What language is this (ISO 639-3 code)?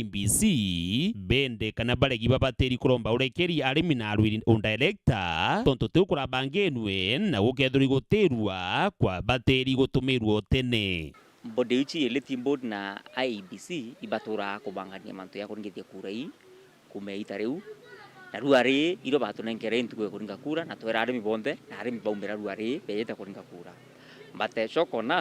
mer